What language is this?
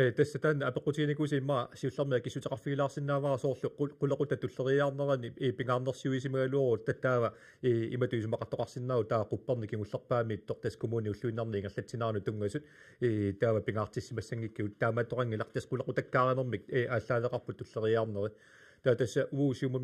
Kalaallisut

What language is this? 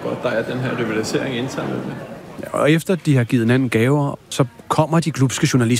Danish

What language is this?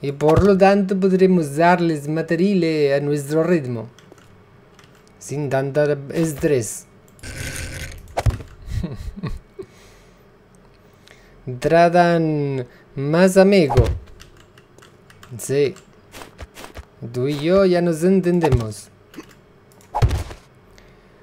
Spanish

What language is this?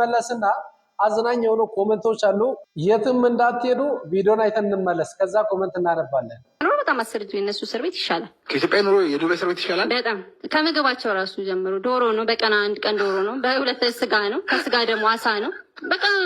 Amharic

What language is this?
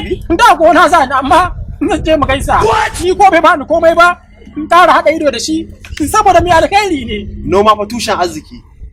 Hausa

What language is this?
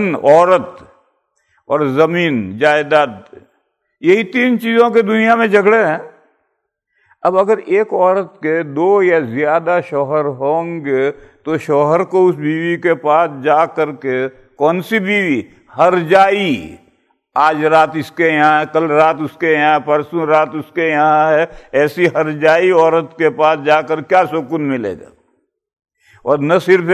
Urdu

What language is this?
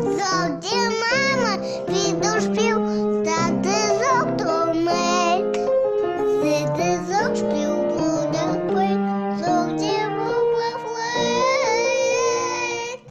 Yiddish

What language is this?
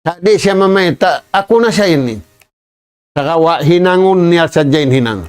Tausug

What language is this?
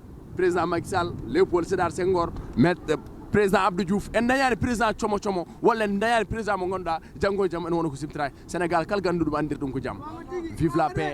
Fula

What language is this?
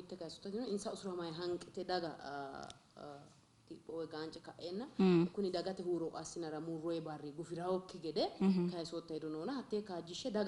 Sidamo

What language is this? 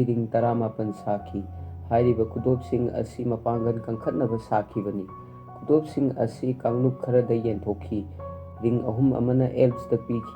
Manipuri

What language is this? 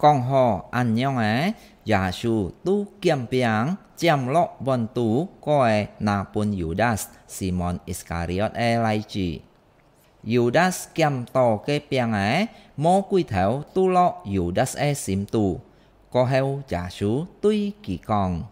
Hakka Chinese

